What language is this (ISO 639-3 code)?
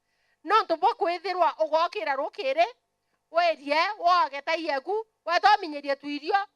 mer